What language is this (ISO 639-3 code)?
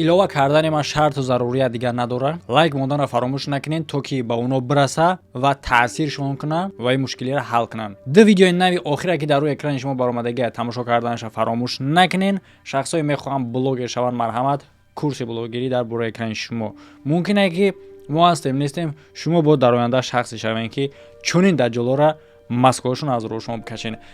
tgk